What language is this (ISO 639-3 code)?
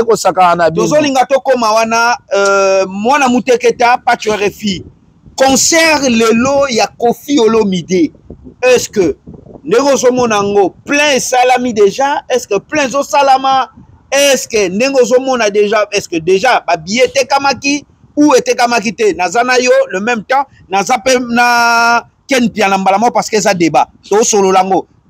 lin